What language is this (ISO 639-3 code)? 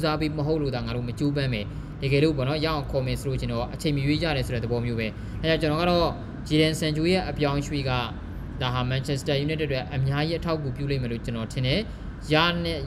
mya